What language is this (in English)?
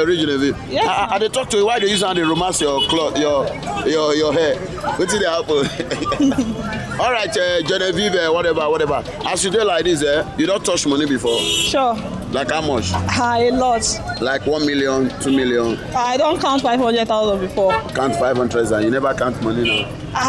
Nigerian Pidgin